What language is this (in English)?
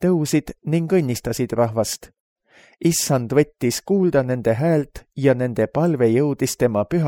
Estonian